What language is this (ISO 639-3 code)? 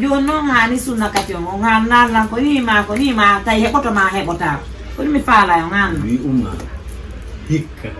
ful